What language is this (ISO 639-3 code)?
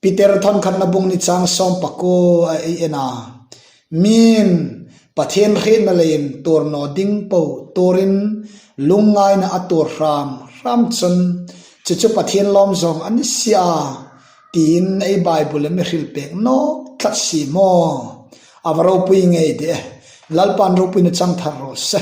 hmr